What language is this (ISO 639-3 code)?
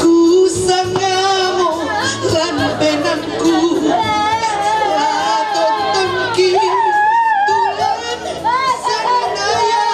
sda